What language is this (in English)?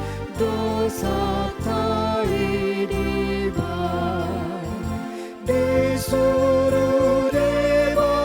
Batak Toba